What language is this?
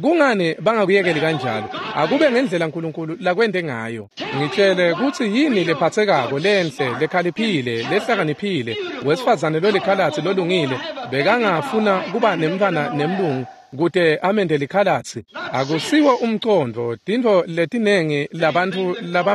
Swati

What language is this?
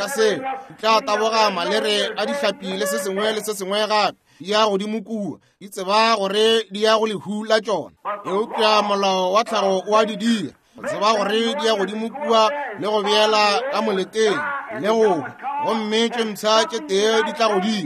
Northern Sotho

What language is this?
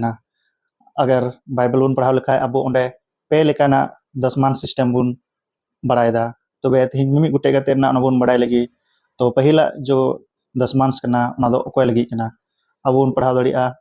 Santali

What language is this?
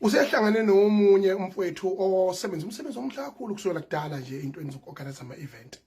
Zulu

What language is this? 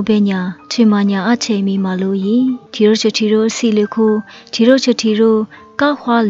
Lisu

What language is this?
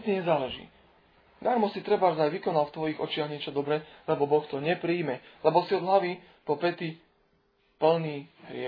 Slovak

